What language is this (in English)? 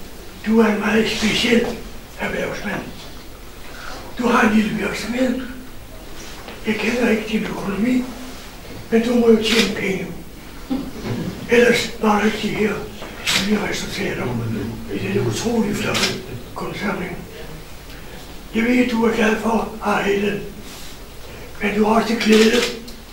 Danish